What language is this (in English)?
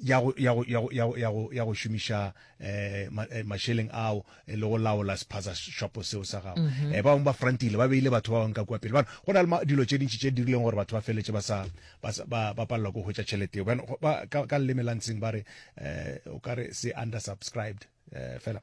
Northern Sotho